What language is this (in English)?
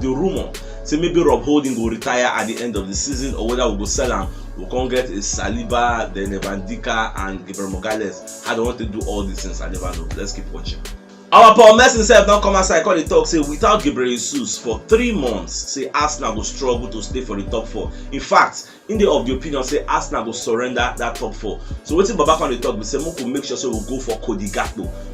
Nigerian Pidgin